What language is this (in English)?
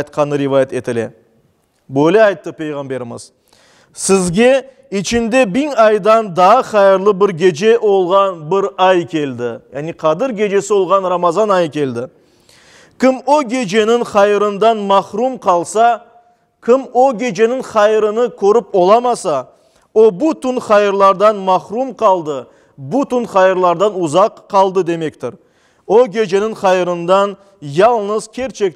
Crimean Tatar